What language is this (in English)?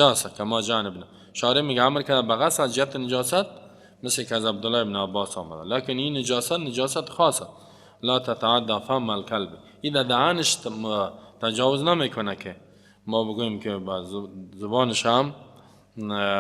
Persian